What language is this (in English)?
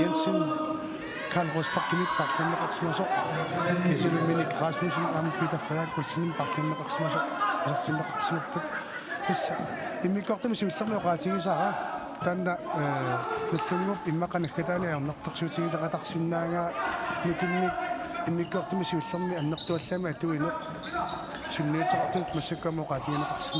Kalaallisut